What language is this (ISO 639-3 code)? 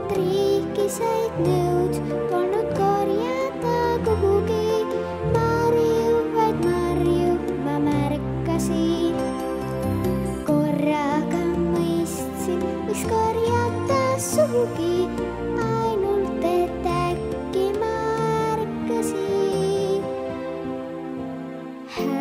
est